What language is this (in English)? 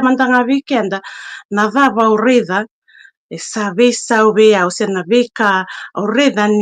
Fijian